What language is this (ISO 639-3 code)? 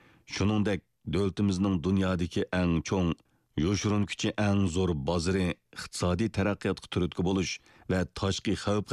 uig